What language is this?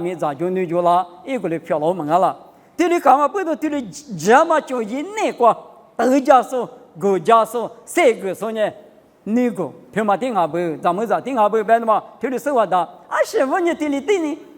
Lisu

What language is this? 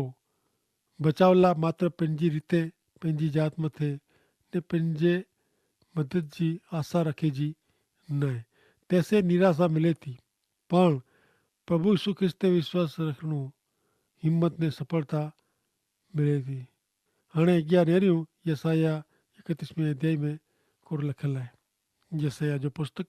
Kachhi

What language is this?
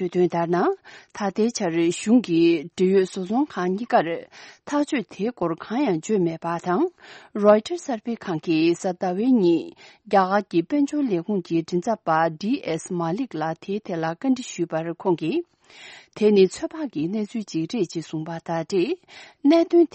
Tibetan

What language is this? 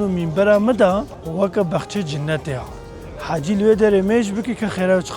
Kurdish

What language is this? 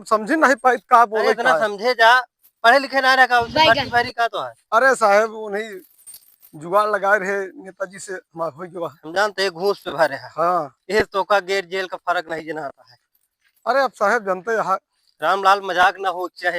Awadhi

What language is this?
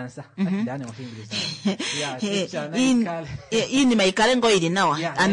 Kuanyama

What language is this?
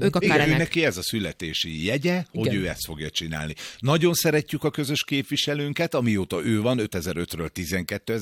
Hungarian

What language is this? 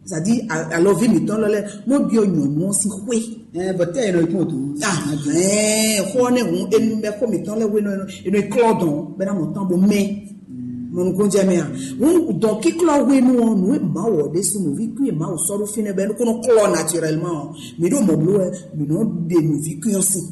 Fon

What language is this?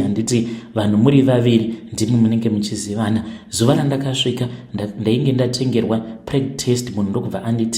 Shona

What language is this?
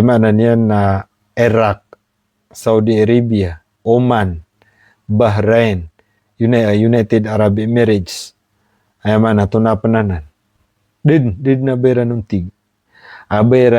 Maranao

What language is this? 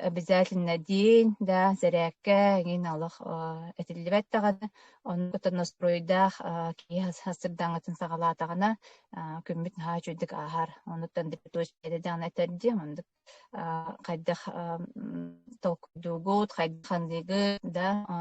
Yakut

